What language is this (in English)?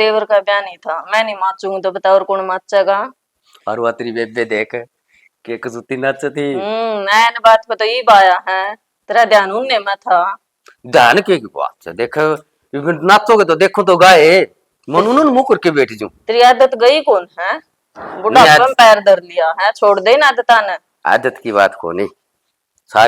Haryanvi